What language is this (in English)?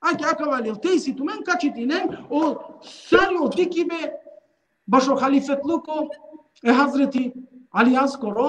Balkan Romani